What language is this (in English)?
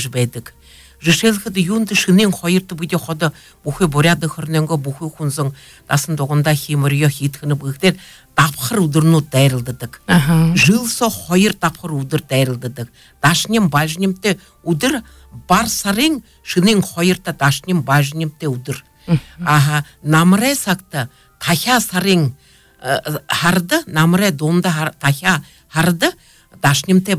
Buriat